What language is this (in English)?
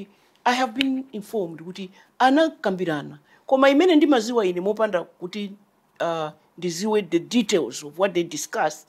Nyanja